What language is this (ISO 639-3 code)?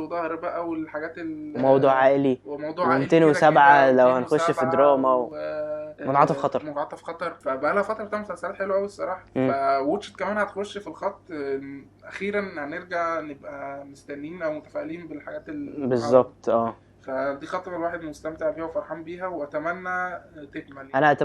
arz